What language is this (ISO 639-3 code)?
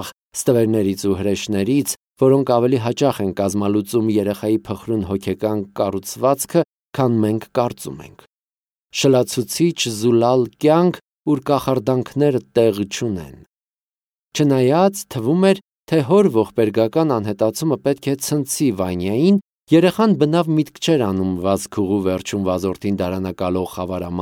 hye